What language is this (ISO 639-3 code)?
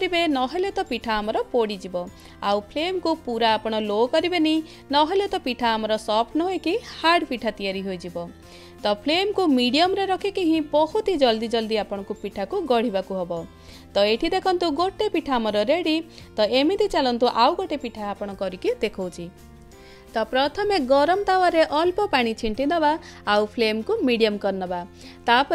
ori